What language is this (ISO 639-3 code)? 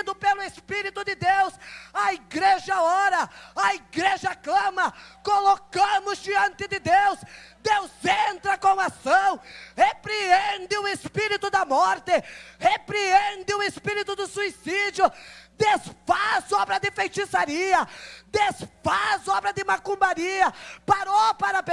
por